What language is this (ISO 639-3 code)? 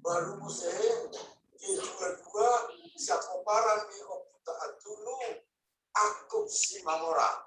bbc